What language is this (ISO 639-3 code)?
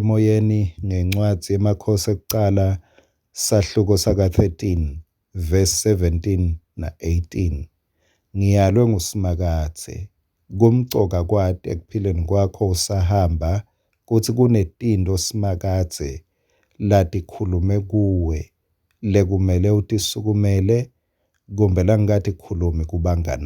ssw